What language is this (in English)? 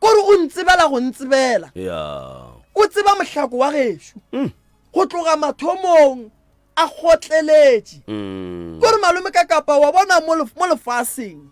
Northern Sotho